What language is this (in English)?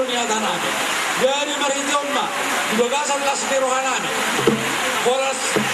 Batak Toba